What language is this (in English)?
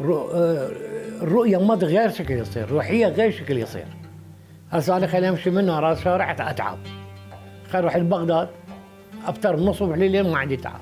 Mesopotamian Arabic